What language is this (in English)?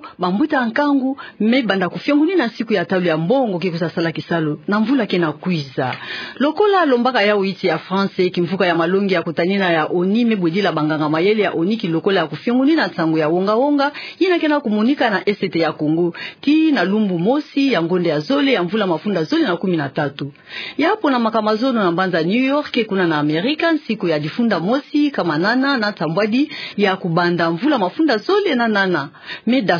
Kituba (Democratic Republic of Congo)